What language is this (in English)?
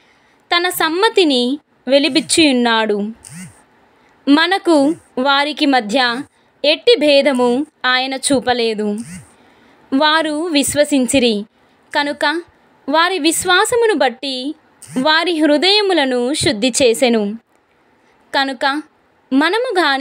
Telugu